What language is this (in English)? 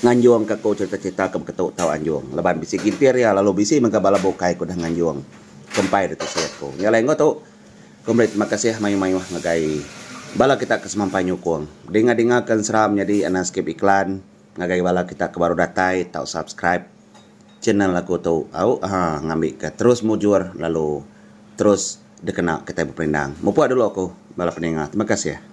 Iban